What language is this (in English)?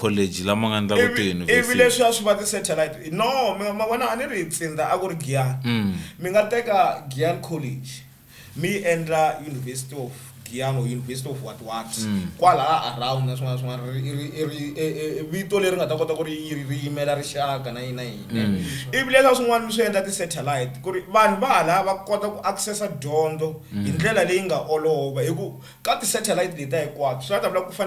Tsonga